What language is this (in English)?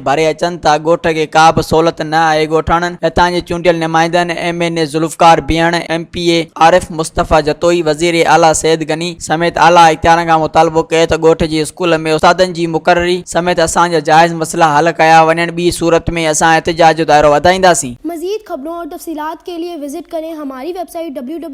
Sindhi